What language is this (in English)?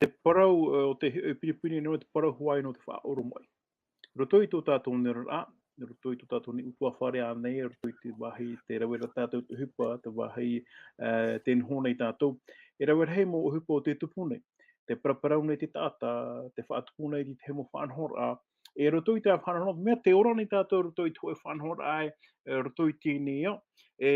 Tahitian